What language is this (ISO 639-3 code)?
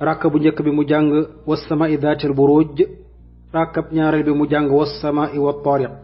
wol